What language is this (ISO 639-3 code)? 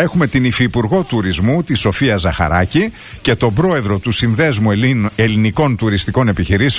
ell